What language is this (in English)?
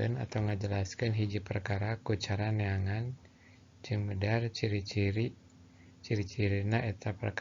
Sundanese